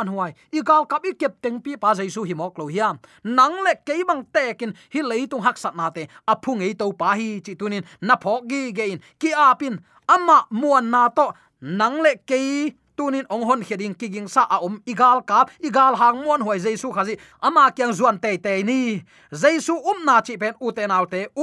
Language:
Tedim Chin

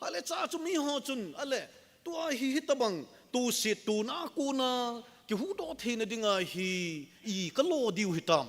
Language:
Thado Chin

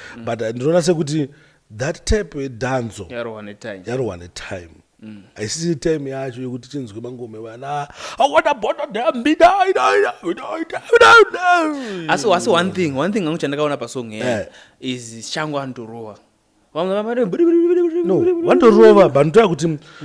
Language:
Shona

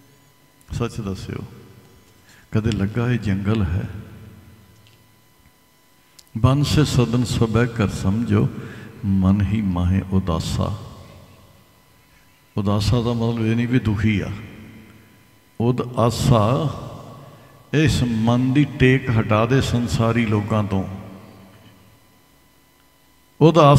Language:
Punjabi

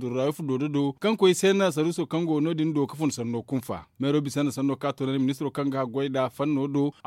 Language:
Zarma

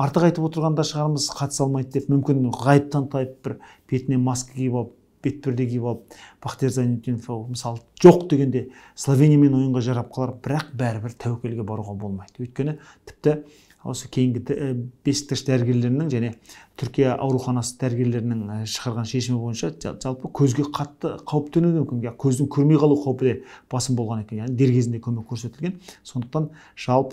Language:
Kazakh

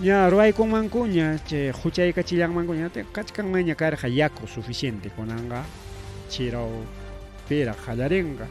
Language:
Ayacucho Quechua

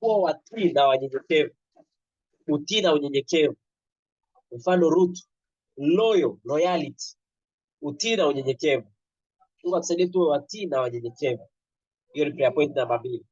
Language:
Swahili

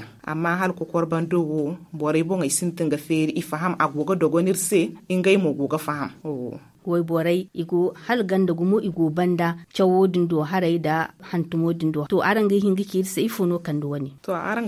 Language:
Zarma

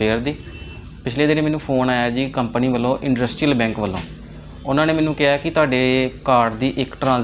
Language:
Punjabi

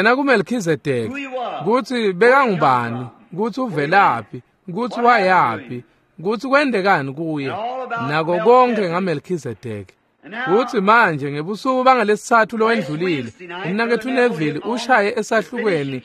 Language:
Swati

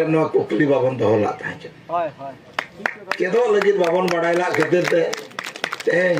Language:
Santali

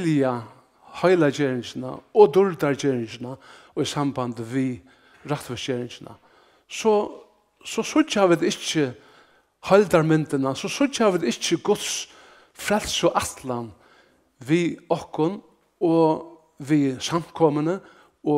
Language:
Faroese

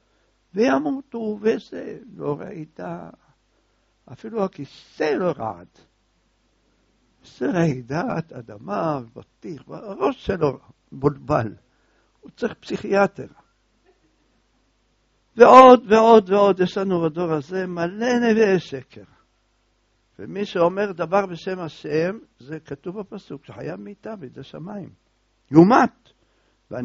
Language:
Hebrew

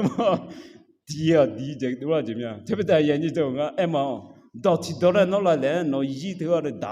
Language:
Akha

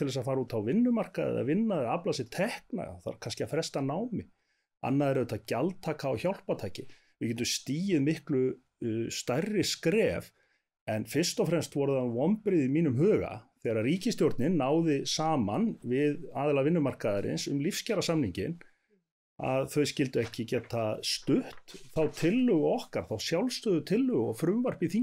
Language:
Icelandic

